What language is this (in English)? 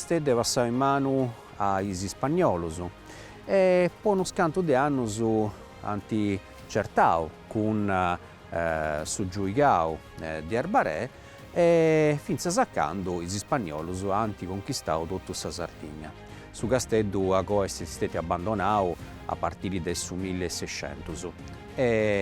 Sardinian